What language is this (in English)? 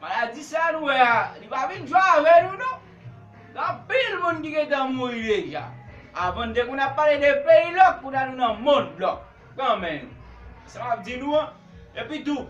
Haitian Creole